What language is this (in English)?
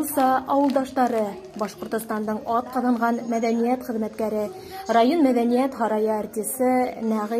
Bashkir